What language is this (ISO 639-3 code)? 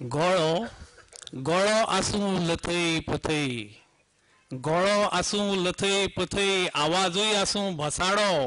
kok